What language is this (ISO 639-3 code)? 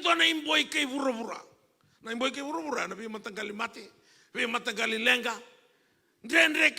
fij